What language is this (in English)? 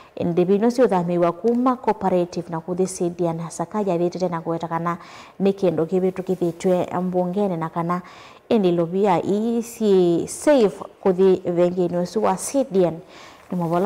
Kamba